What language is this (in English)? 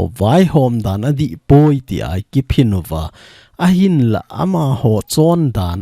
Thado Chin